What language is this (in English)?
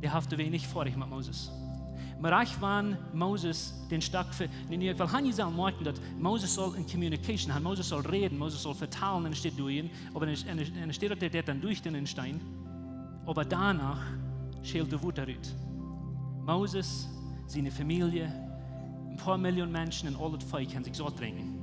Plautdietsch